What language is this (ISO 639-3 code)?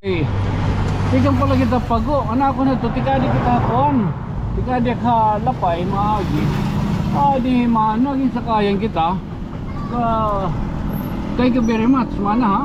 war